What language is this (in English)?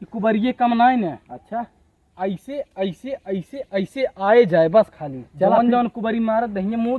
Awadhi